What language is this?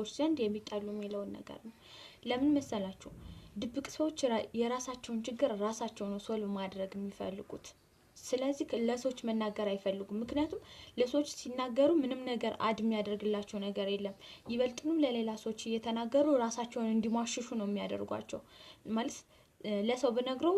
Amharic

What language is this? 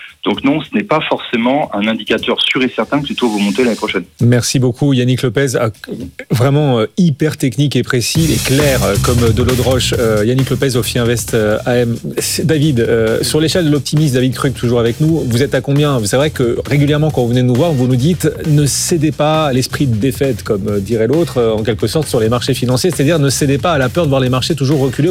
French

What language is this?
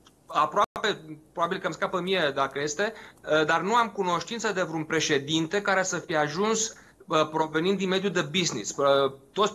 Romanian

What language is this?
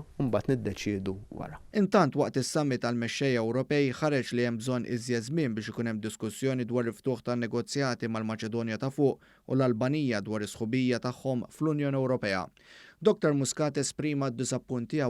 Maltese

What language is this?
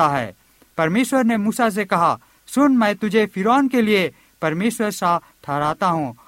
Hindi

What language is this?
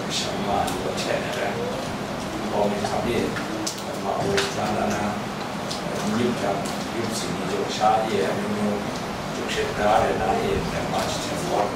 Kachin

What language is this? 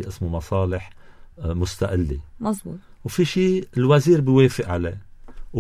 North Levantine Arabic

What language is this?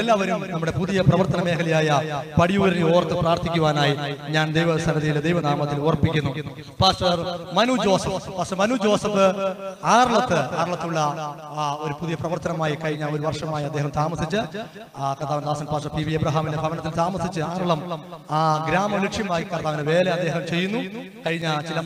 Malayalam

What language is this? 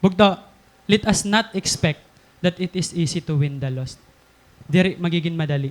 Waray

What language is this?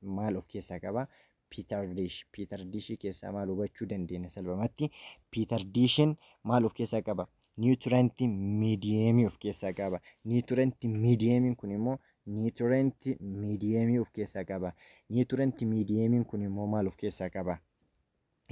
Oromo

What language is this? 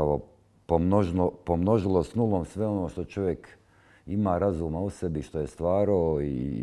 Bosnian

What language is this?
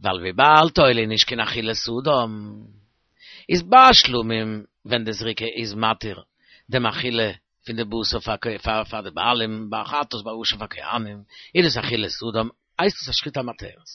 Yiddish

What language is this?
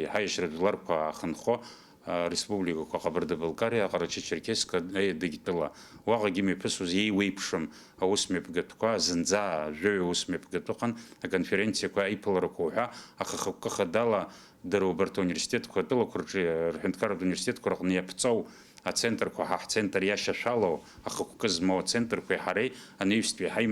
Abkhazian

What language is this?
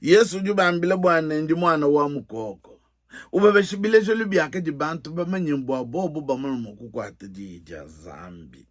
Luba-Lulua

